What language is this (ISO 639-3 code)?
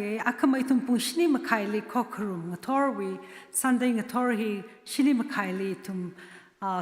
nmf